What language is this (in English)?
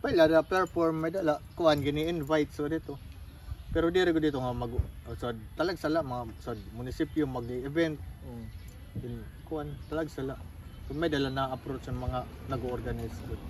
Waray